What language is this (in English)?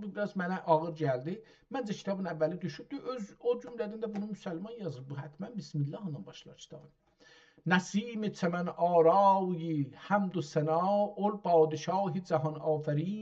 South Azerbaijani